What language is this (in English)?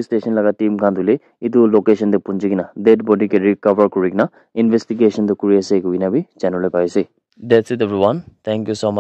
Naga Pidgin